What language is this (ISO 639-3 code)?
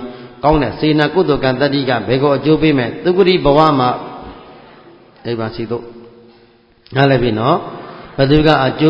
mya